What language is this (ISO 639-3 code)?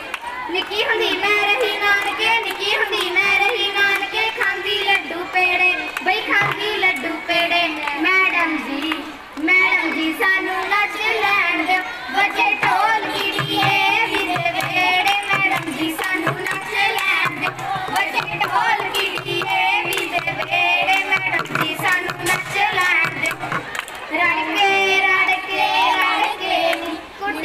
pan